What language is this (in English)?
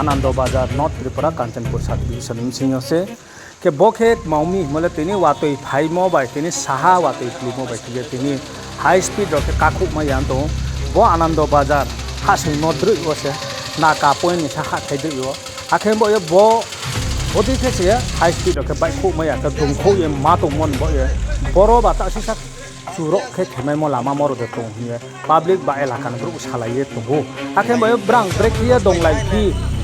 Riang (India)